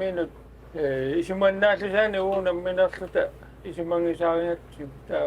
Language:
Kalaallisut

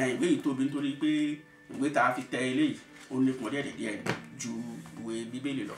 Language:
Yoruba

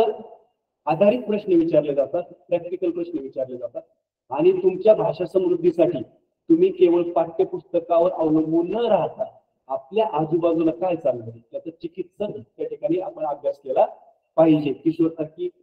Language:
Marathi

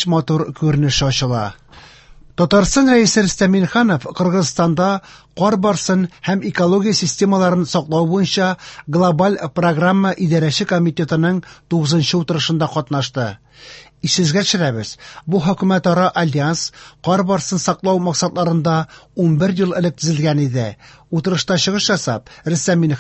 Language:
Tatar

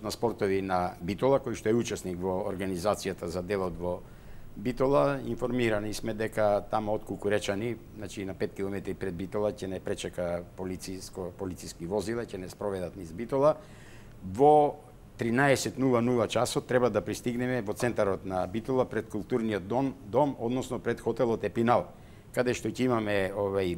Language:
Macedonian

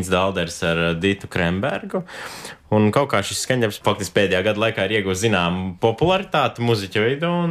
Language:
Latvian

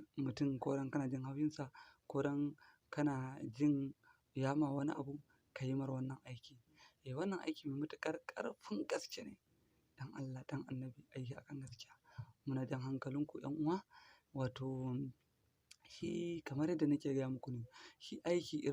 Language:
Hausa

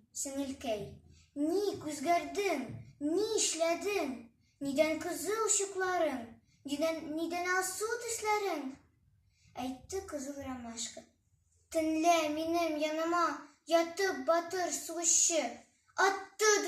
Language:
Tatar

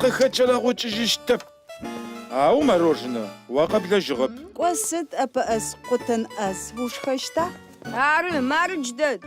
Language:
Adyghe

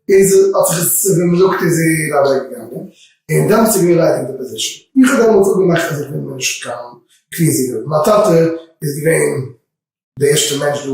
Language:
Yiddish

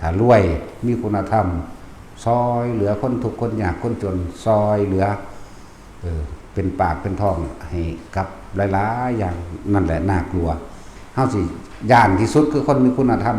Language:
Northeastern Thai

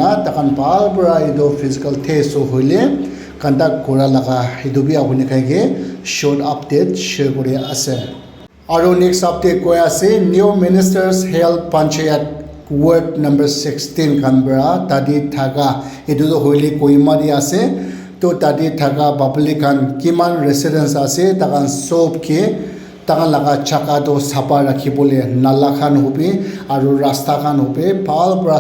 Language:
Naga Pidgin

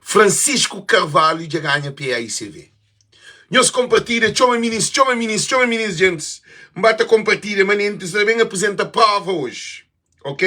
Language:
Kabuverdianu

